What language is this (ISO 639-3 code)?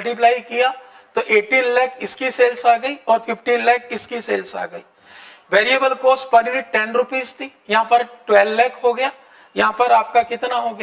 hin